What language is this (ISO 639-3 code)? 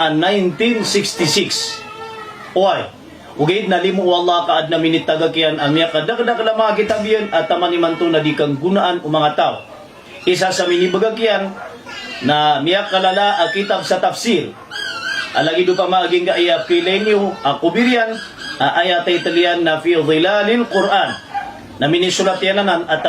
mrw